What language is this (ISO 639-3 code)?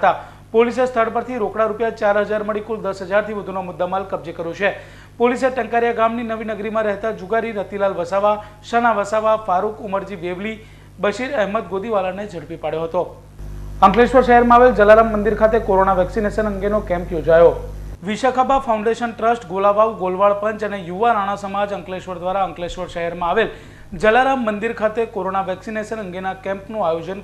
guj